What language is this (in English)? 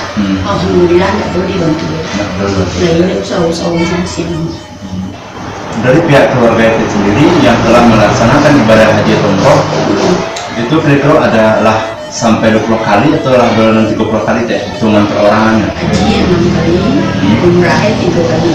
Minangkabau